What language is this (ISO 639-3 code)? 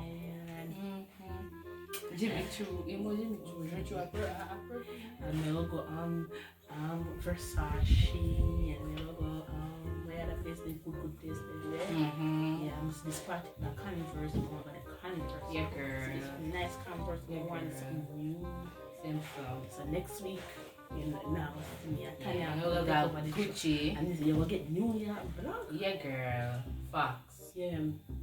jam